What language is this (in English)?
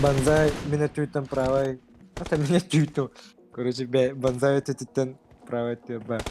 Yakut